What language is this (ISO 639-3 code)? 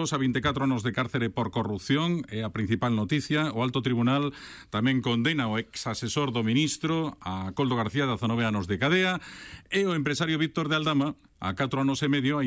glg